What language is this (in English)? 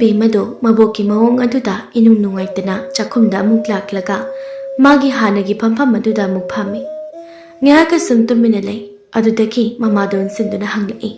Manipuri